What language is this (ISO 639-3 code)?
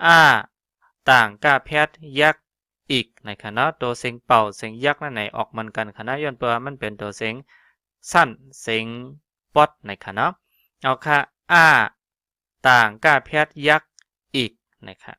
shn